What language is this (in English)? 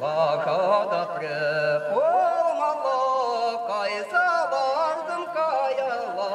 Chuvash